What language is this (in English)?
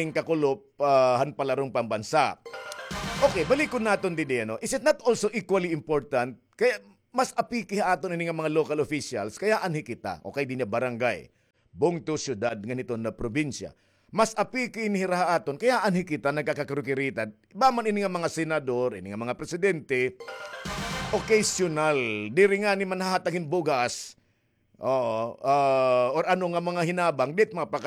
Waray